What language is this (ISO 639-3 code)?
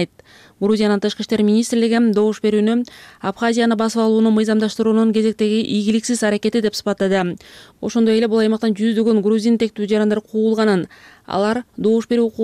kir